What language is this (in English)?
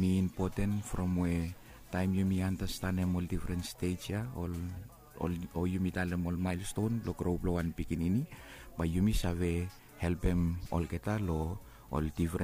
Bislama